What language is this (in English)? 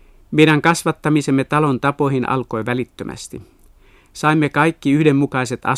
Finnish